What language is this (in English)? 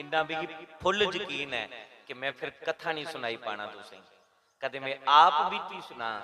Dogri